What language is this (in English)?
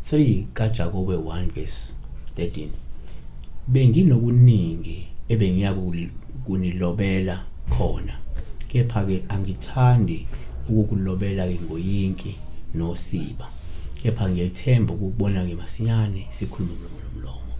Zulu